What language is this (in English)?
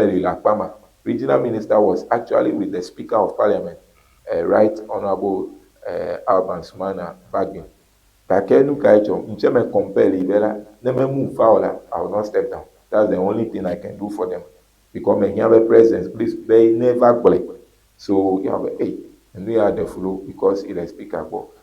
Ewe